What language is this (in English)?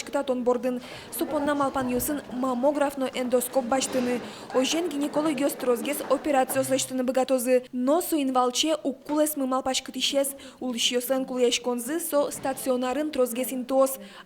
Udmurt